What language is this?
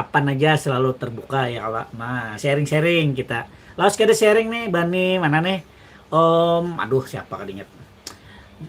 Banjar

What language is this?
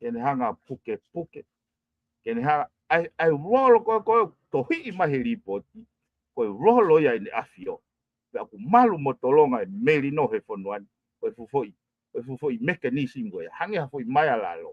Tongan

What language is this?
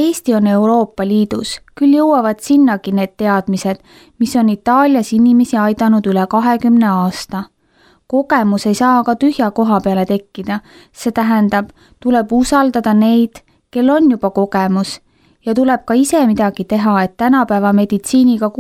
Estonian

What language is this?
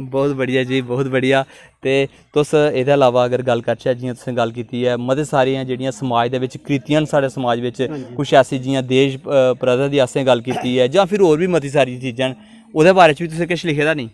Dogri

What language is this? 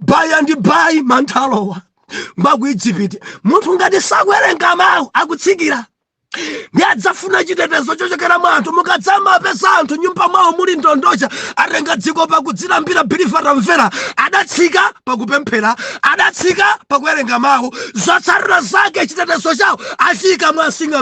Nyanja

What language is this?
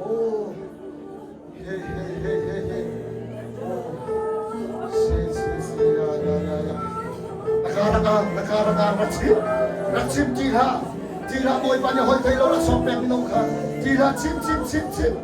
Hakha Chin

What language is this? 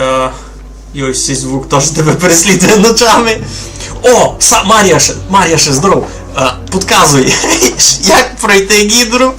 Rusyn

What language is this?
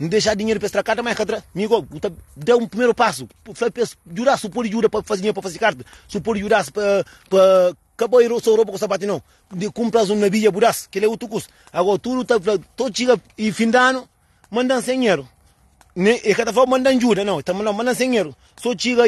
Kabuverdianu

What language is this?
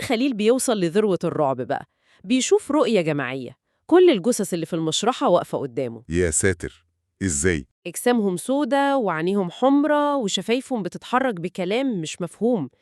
Egyptian Arabic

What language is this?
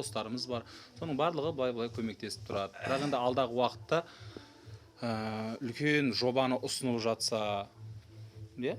Kazakh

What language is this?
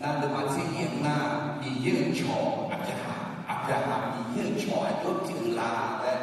Akha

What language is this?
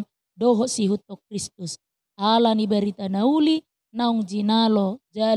Batak Toba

